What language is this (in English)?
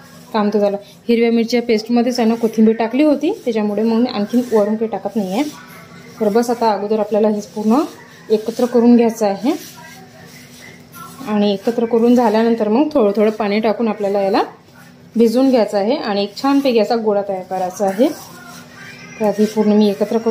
Marathi